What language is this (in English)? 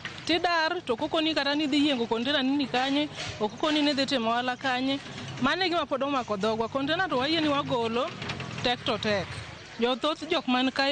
Luo (Kenya and Tanzania)